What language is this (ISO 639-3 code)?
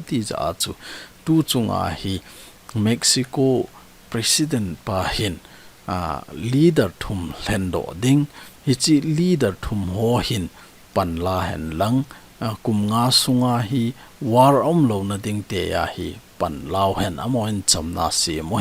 tcz